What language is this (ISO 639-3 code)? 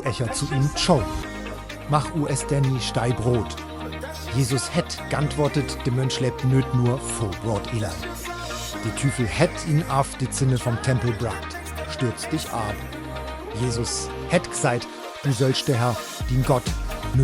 gsw